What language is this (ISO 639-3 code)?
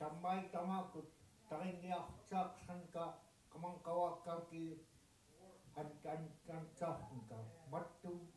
esu